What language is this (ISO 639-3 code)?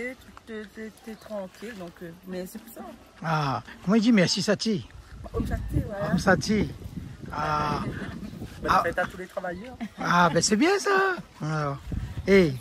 rcf